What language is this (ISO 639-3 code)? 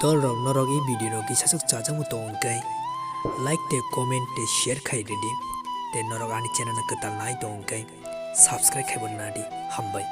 trp